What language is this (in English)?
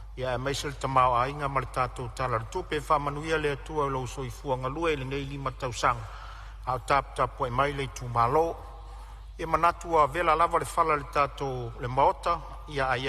Samoan